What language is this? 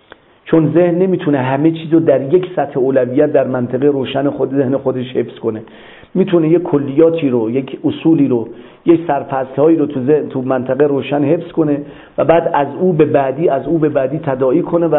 Persian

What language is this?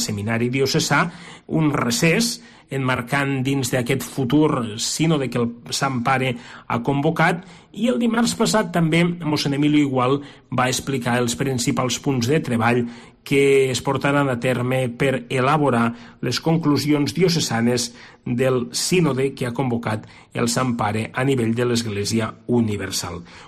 Catalan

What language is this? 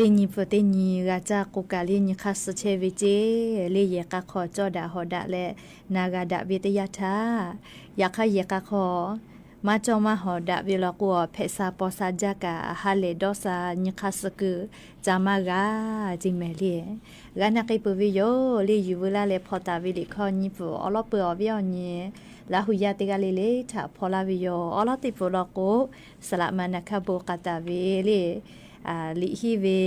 Lahu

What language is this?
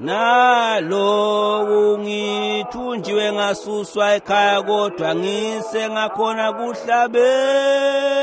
Swati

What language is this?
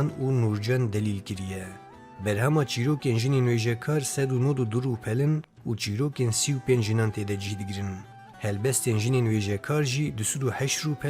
Kurdish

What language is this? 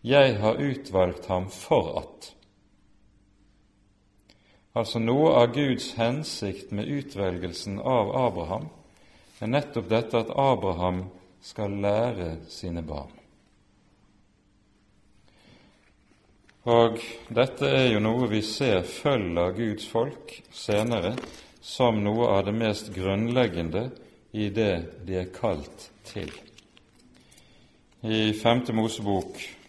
Norwegian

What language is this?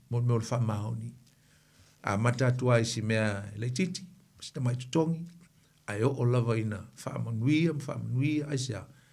Samoan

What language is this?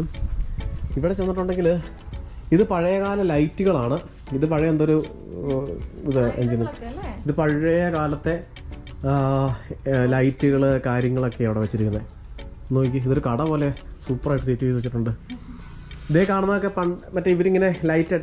Malayalam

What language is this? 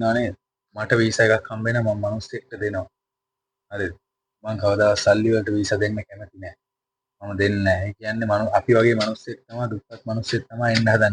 Sinhala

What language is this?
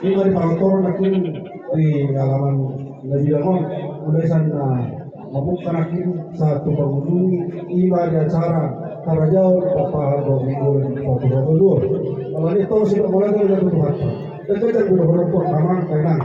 Batak Toba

